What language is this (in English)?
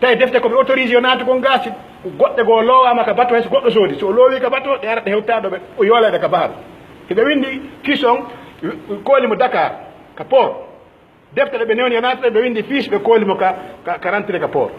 Pular